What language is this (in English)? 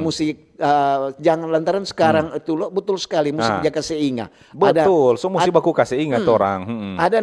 Manado Malay